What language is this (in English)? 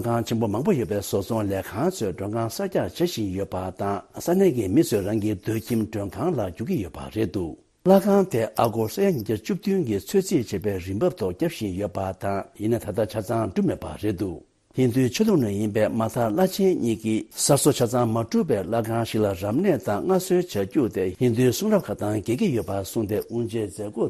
Tibetan